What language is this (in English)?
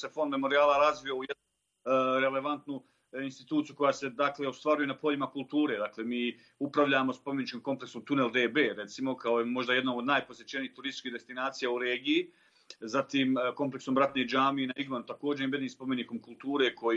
Bosnian